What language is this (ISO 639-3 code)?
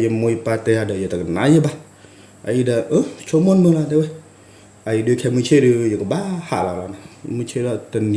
ksw